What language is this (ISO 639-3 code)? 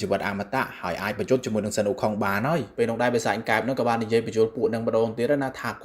khm